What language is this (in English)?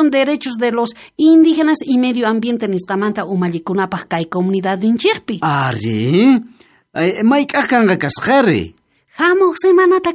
South Bolivian Quechua